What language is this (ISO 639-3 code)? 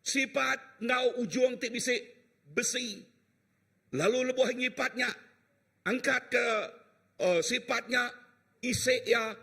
iba